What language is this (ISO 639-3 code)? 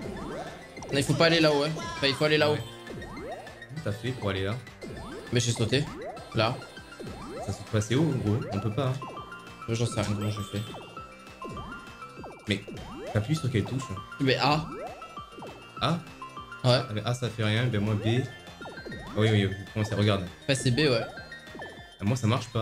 fra